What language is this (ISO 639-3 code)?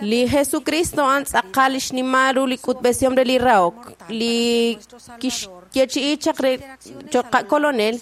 kek